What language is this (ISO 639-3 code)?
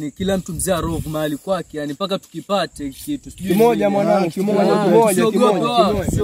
swa